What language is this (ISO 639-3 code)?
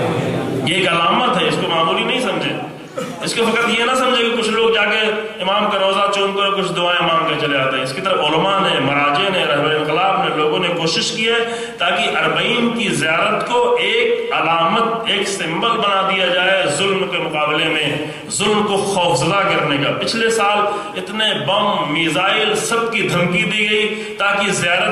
urd